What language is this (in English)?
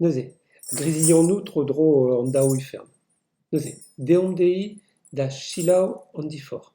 Breton